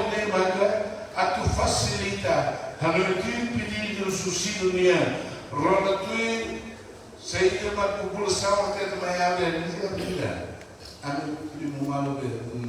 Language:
Tetum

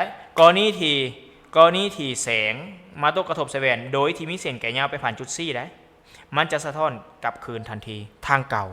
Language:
Lao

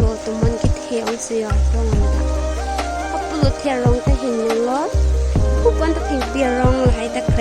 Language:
Karbi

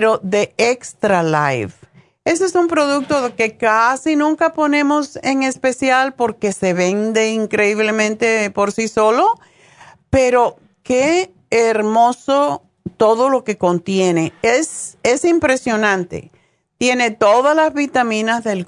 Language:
Spanish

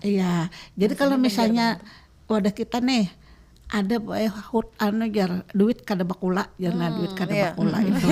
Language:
Banjar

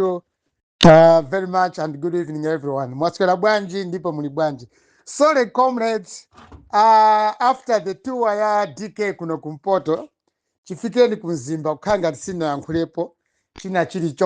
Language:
Nyanja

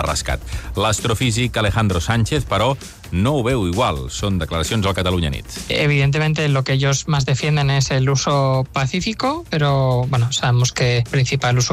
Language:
Catalan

